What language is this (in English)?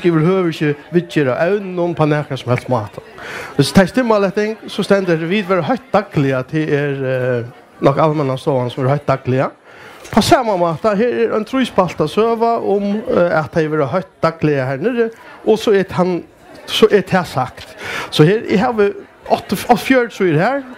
Faroese